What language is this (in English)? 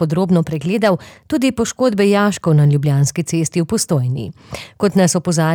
Slovenian